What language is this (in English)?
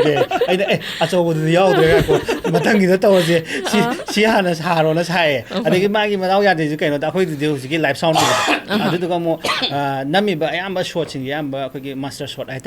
Manipuri